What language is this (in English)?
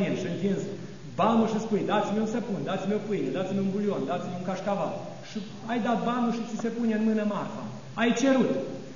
Romanian